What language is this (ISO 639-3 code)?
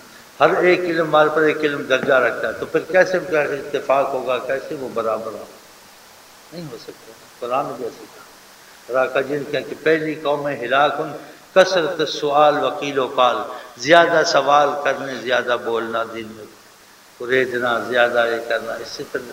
urd